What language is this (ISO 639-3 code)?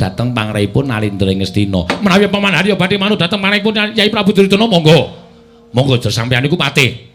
jav